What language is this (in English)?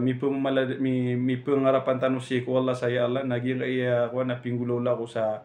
Maranao